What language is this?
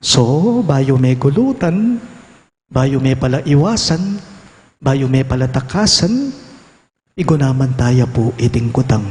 Pampanga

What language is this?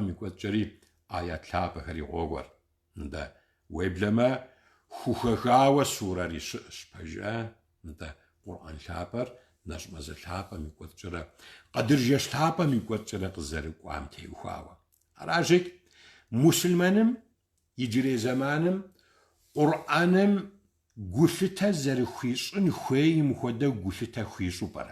Kabardian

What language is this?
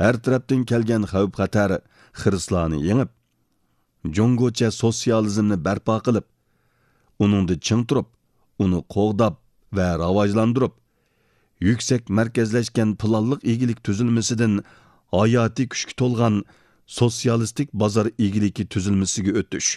Uyghur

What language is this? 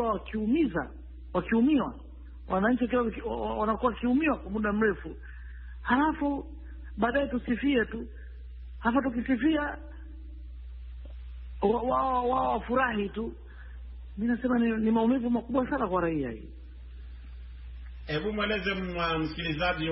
Swahili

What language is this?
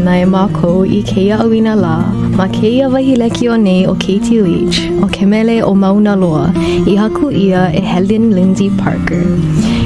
Hawaiian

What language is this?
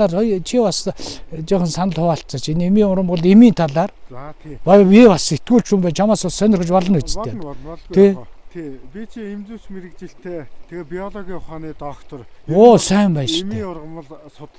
Mongolian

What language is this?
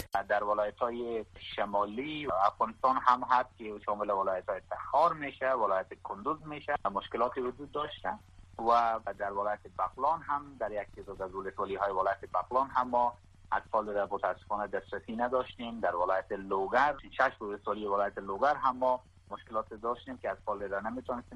Persian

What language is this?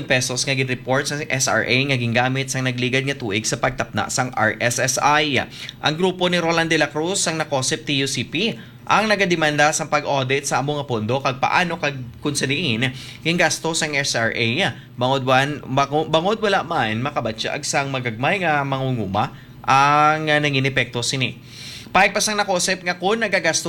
Hiligaynon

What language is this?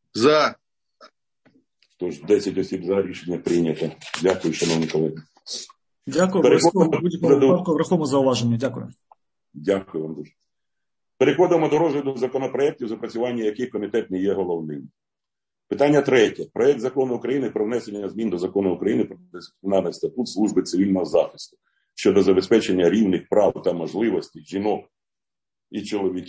Ukrainian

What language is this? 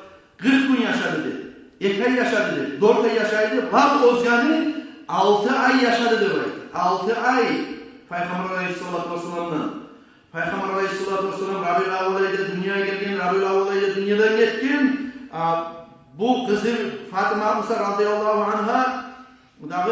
Kumyk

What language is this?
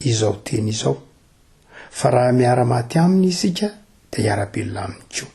Malagasy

